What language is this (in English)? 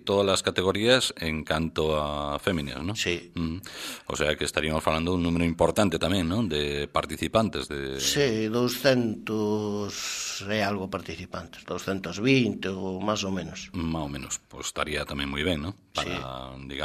Galician